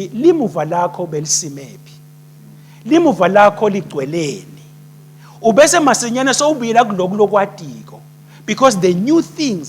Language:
Swati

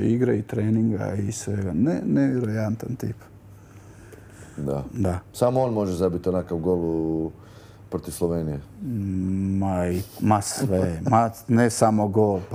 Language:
Croatian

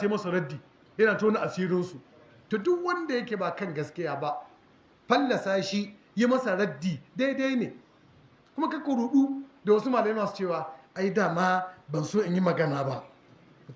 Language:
Hausa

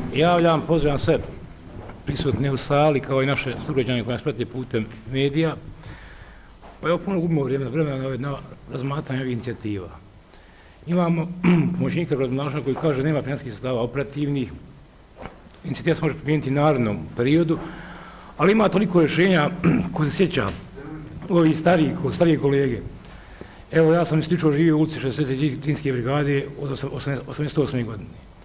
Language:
Bosnian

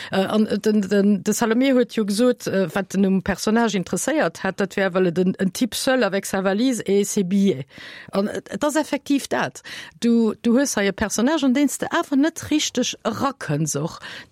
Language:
Luxembourgish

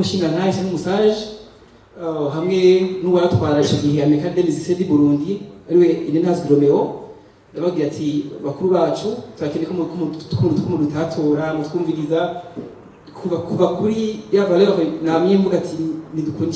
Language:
Rundi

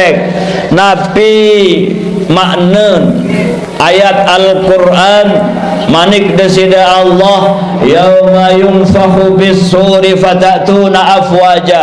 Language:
Sasak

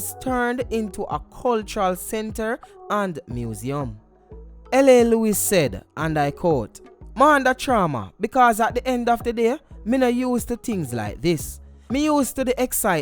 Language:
Jamaican Creole English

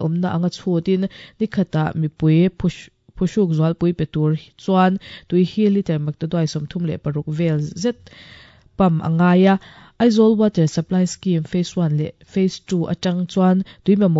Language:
Mizo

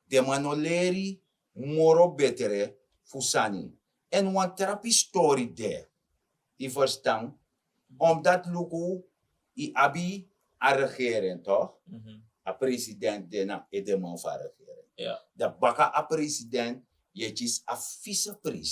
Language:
Sranan Tongo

